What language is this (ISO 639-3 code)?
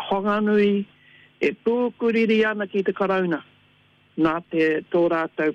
mri